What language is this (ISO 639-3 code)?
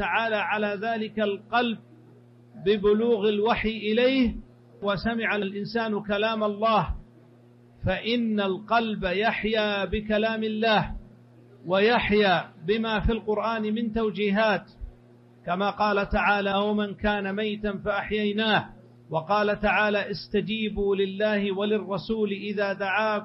ara